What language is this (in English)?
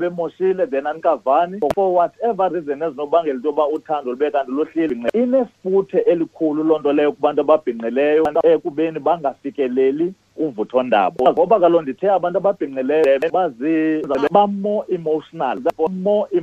Xhosa